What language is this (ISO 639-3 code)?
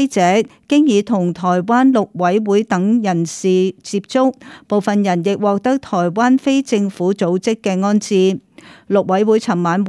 yue